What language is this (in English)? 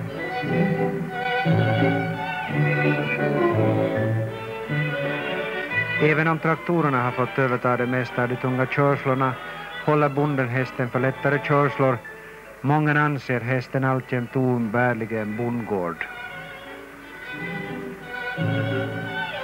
Swedish